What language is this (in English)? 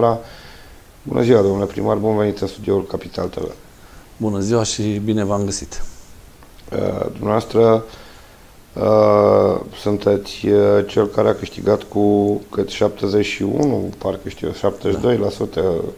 Romanian